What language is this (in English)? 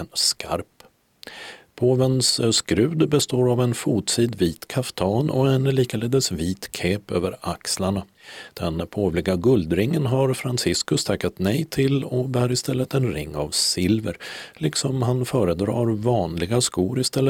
Swedish